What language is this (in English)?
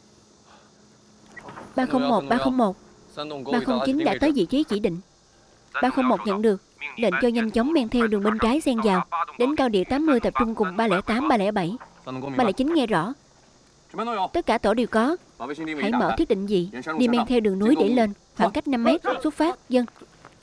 Vietnamese